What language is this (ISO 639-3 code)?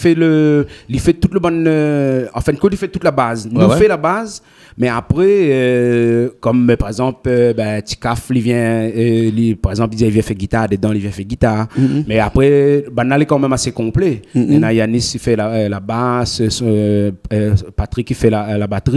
rcf